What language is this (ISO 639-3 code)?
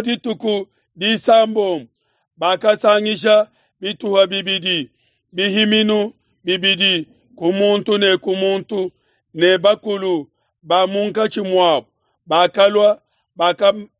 lua